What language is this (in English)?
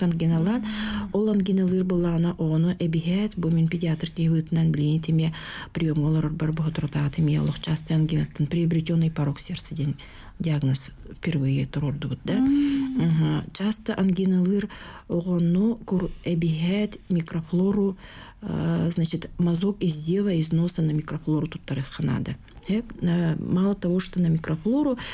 Yakut